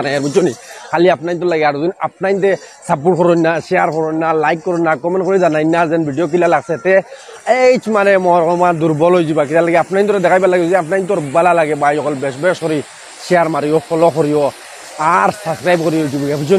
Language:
Sylheti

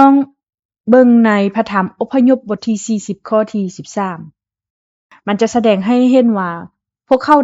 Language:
Lao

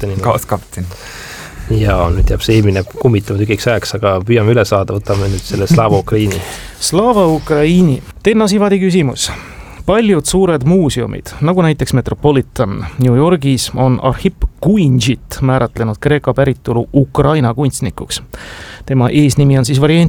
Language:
Estonian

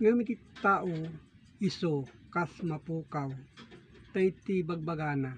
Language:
Iloko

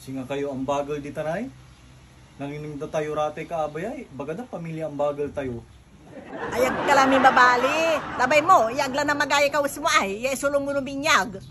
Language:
Pangasinan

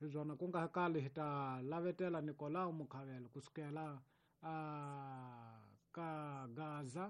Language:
Tsonga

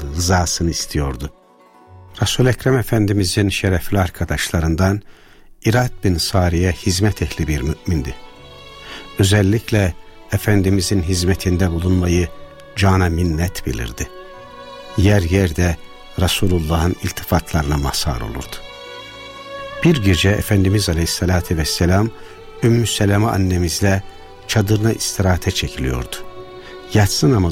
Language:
Turkish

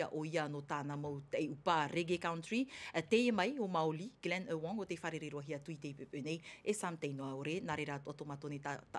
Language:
Tahitian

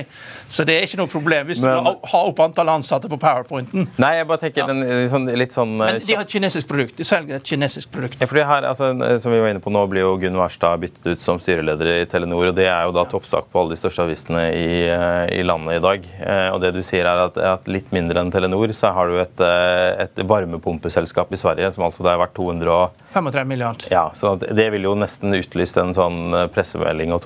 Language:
Norwegian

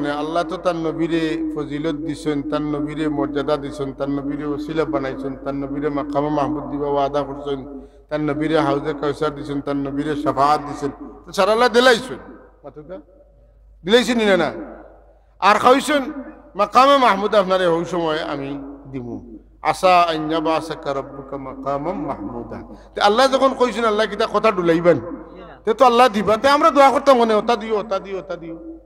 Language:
Sylheti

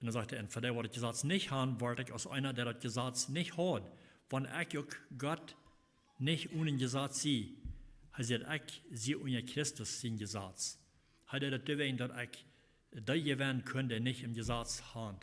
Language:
Plautdietsch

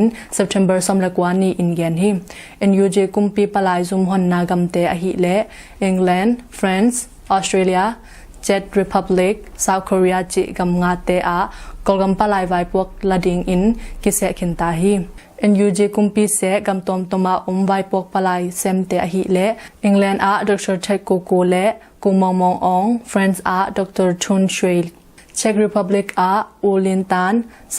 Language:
Tedim Chin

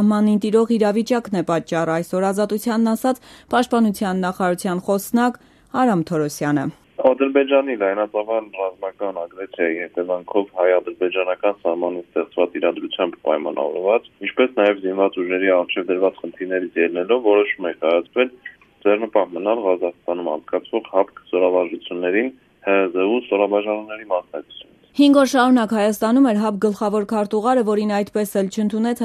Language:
Armenian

